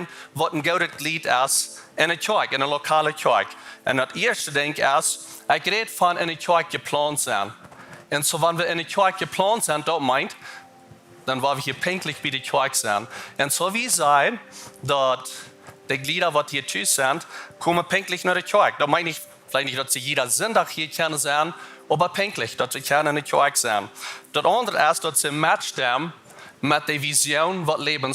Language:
Plautdietsch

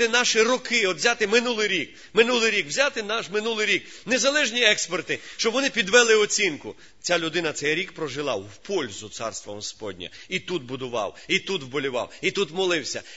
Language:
Ukrainian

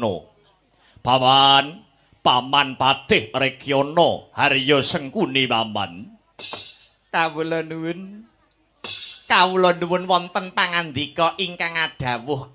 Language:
Javanese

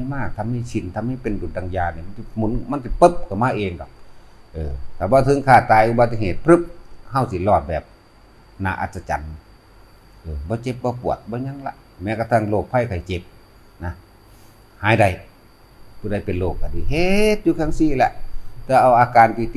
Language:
Northeastern Thai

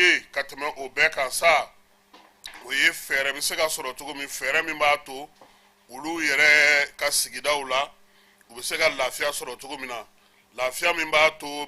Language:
Bambara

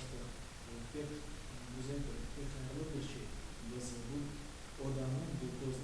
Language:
Crimean Tatar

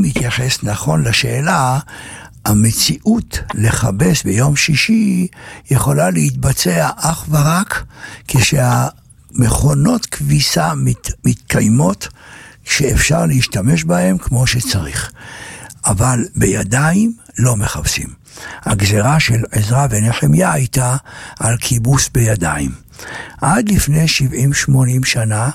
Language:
Hebrew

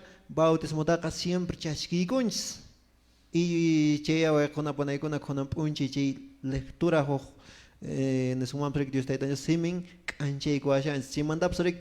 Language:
Quechua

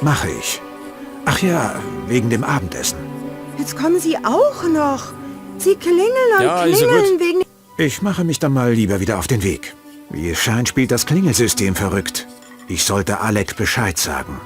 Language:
Bavarian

